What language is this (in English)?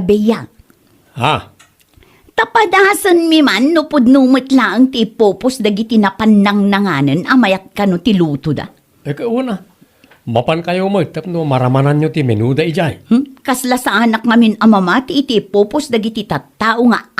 Iloko